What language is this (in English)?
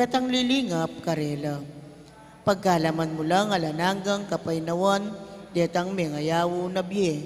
Pampanga